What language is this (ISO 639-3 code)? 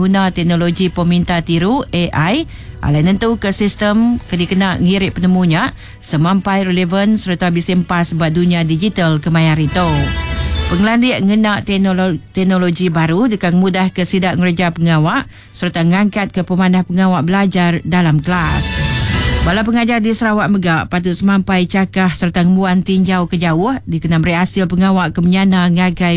iba